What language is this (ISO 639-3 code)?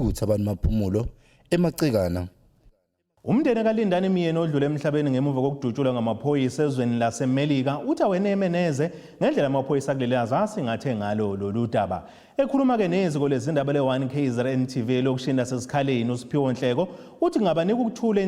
zul